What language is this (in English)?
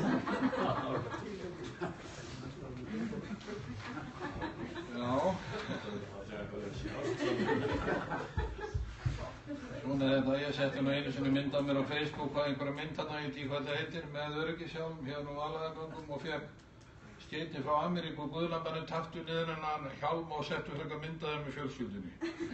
Icelandic